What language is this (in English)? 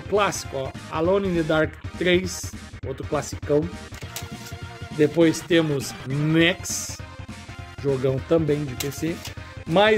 Portuguese